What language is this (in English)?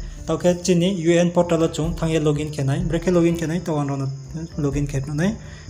Riang (India)